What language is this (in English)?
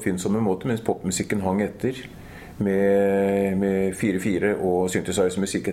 Norwegian